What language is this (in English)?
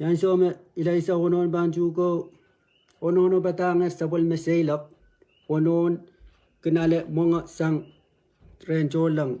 Pohnpeian